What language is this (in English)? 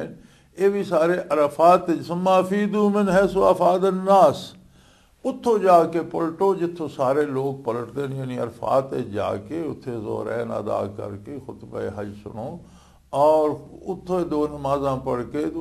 Western Panjabi